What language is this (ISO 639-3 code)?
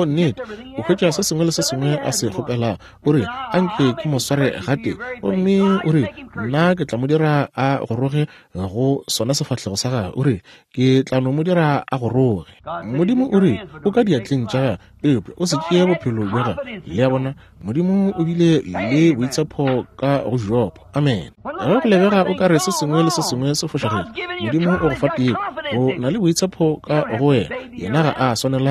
nso